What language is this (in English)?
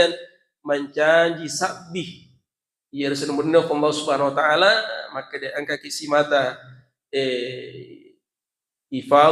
Buginese